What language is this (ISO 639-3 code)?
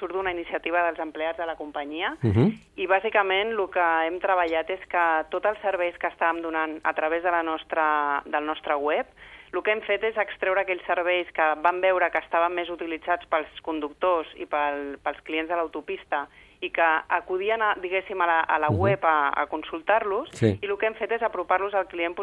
cat